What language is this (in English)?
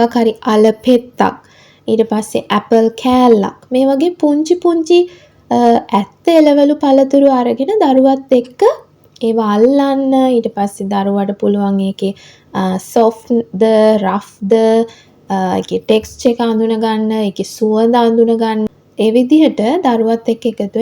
Sinhala